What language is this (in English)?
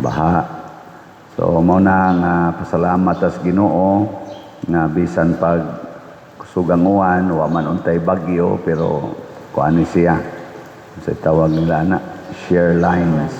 Cebuano